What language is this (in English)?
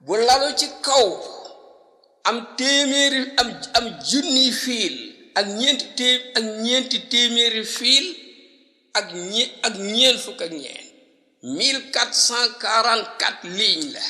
Wolof